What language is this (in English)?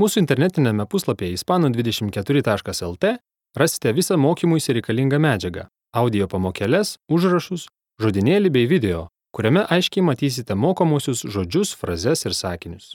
Lithuanian